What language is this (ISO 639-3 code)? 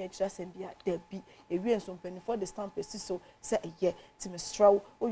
aka